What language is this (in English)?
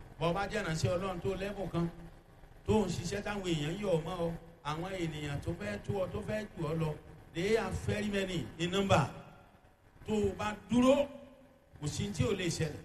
Yoruba